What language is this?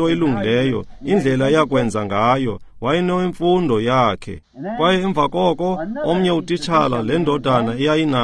Xhosa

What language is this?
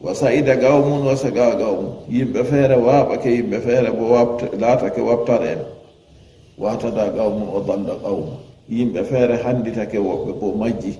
Fula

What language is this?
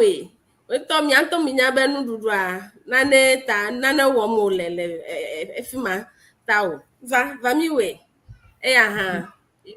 Ewe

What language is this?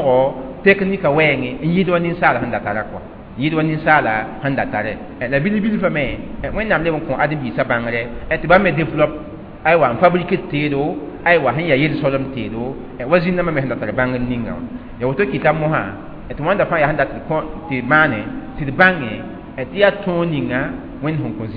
Mossi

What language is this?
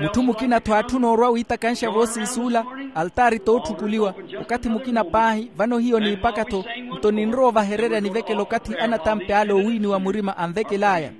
Makhuwa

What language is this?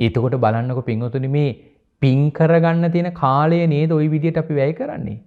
Sinhala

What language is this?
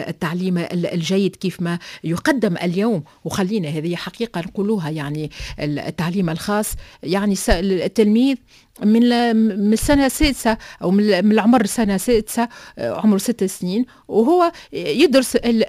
Tunisian Arabic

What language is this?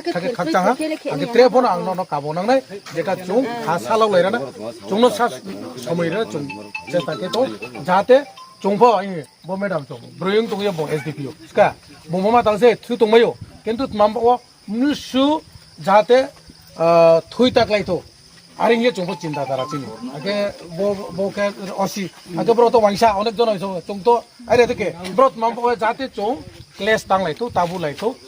Riang (India)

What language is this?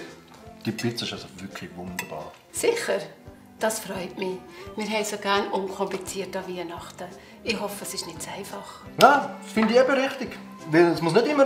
Swiss German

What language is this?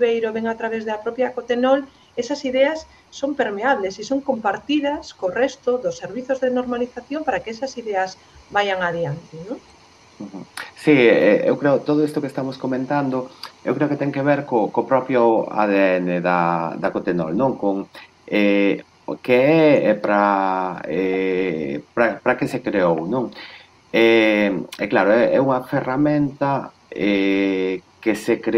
Galician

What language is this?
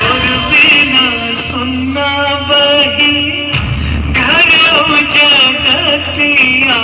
Chhattisgarhi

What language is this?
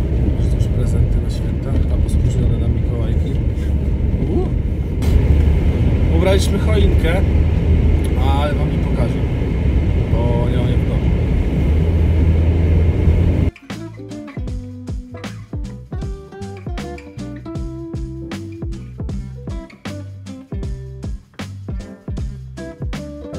Polish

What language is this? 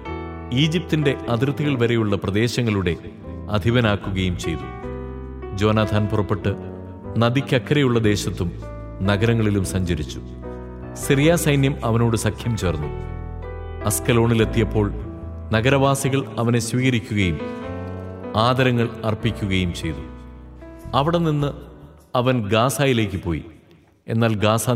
Malayalam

